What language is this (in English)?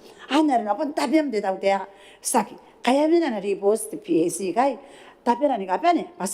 Gilbertese